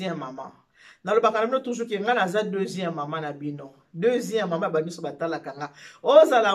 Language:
Lingala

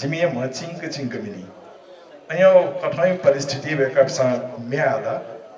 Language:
Newari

